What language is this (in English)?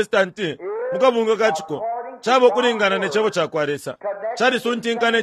Bemba